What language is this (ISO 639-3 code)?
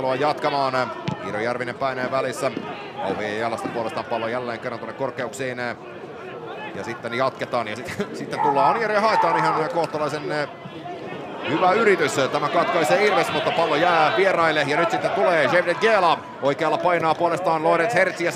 fin